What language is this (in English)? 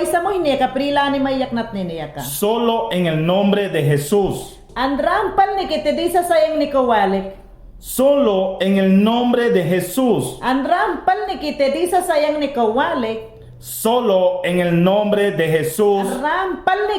Mayangna